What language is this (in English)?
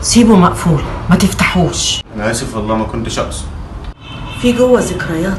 Egyptian Arabic